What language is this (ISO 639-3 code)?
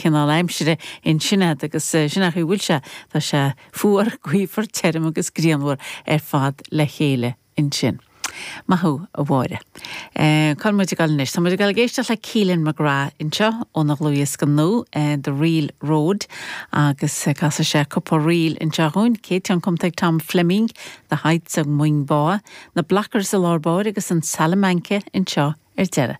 gle